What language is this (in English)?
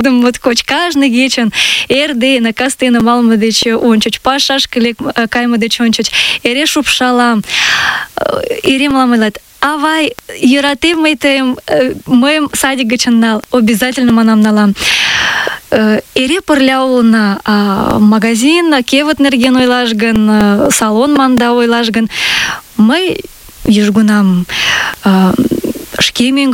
Mari